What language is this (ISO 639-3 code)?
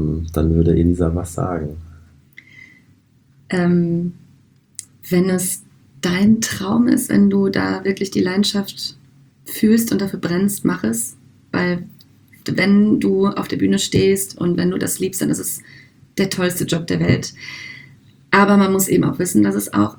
deu